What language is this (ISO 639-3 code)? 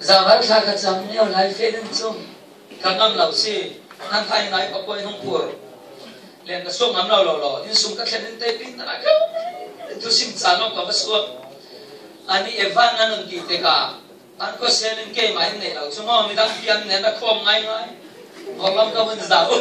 cfm